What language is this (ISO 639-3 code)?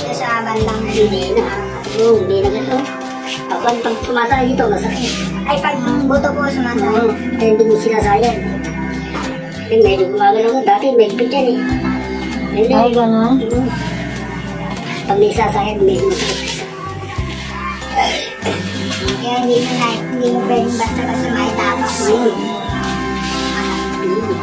fil